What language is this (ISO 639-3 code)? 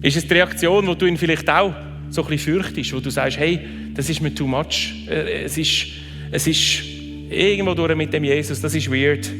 gsw